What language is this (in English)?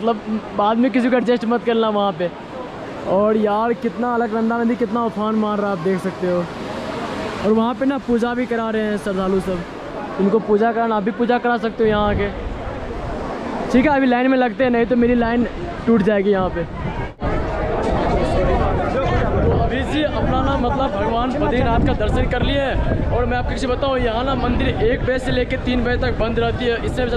Hindi